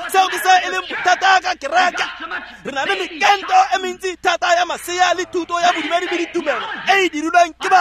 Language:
Tswana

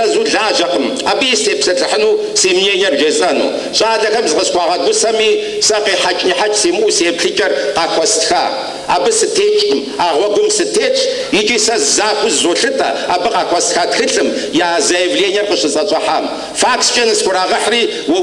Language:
Kabardian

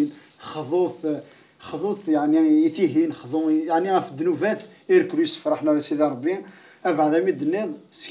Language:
Kabyle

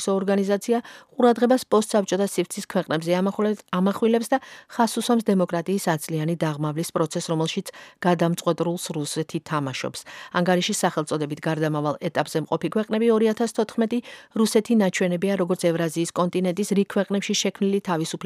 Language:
Georgian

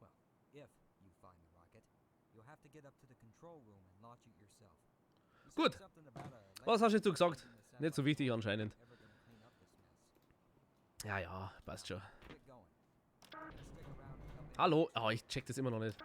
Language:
Bavarian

